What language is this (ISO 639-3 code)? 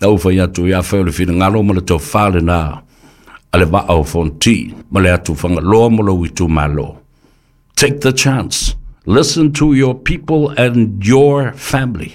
smo